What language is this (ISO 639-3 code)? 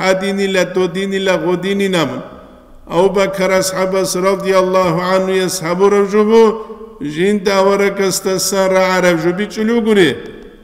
ava